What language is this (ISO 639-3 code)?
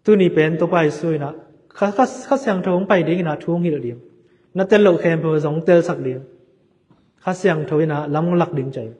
ctd